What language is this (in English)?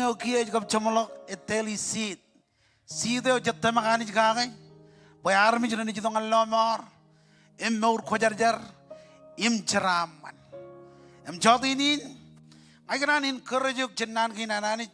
Marshallese